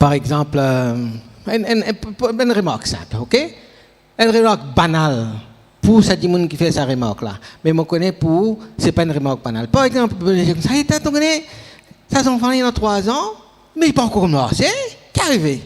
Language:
Morisyen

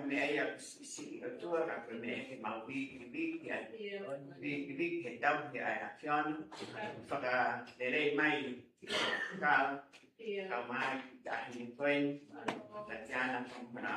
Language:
Tongan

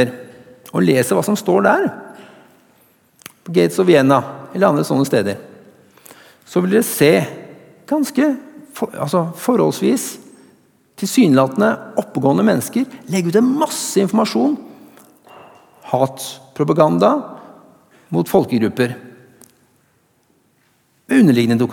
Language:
Norwegian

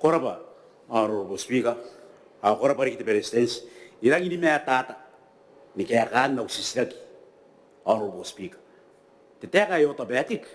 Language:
Gilbertese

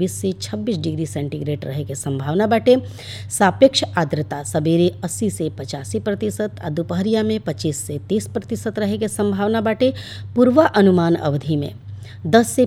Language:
Bhojpuri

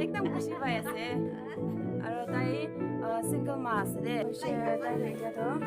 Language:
Naga Pidgin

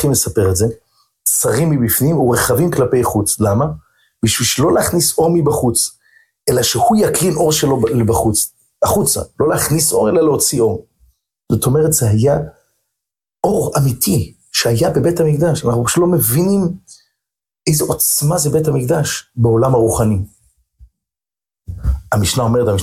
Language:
Hebrew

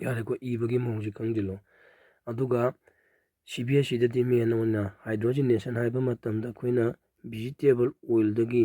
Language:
Manipuri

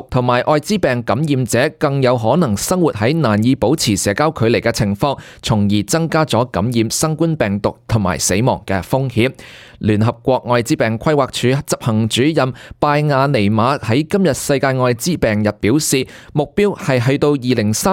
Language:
Cantonese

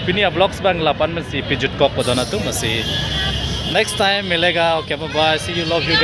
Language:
Karbi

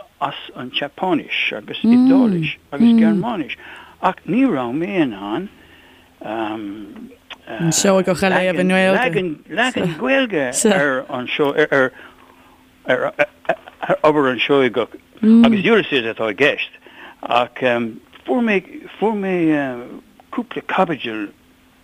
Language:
Irish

